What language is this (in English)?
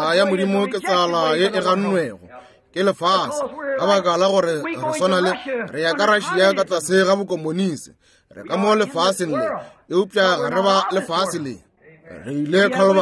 Northern Sotho